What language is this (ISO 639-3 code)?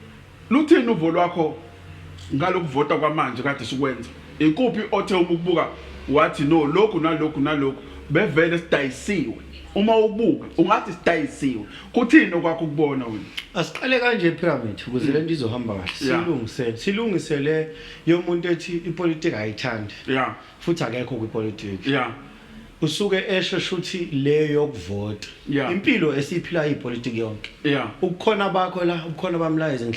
zul